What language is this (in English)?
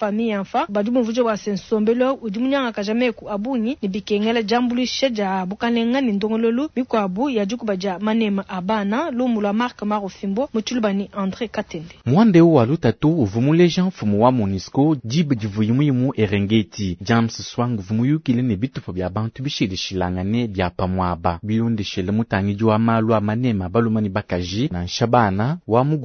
Luba-Lulua